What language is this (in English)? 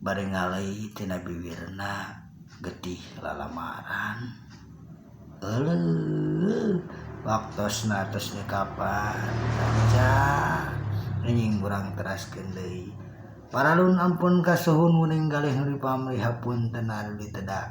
Sundanese